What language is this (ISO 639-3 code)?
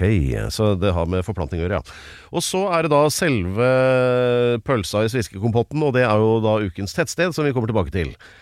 nor